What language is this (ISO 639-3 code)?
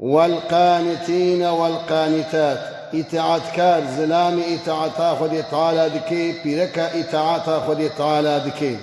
kur